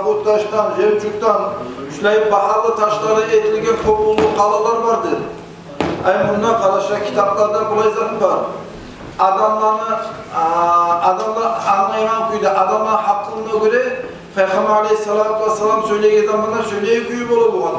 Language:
Kumyk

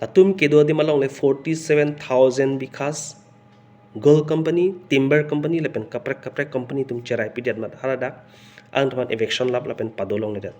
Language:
Karbi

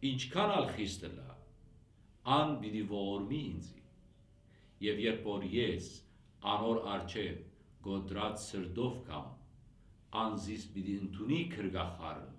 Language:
Western Armenian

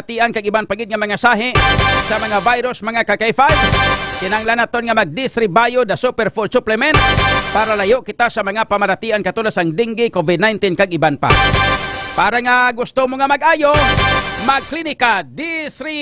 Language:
Hiligaynon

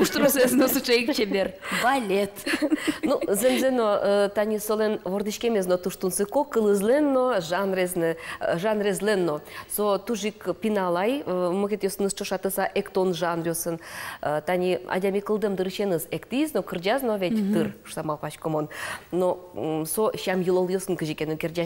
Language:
Udmurt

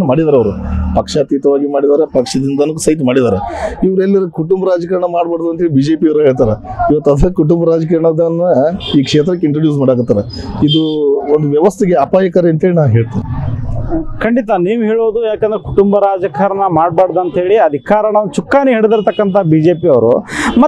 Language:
Kannada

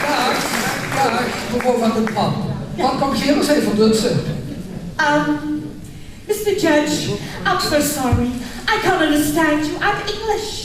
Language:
Limburgish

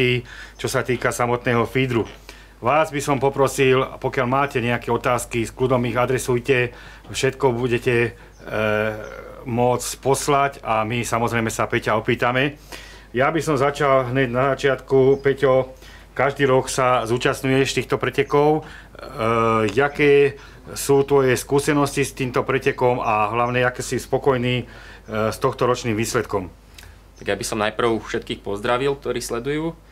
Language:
Slovak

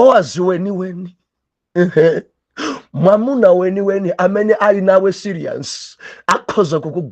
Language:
Nyanja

